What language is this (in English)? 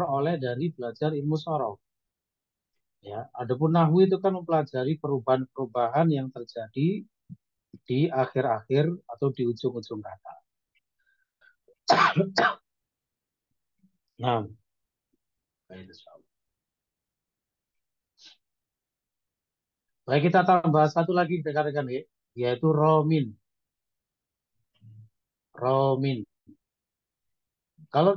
Indonesian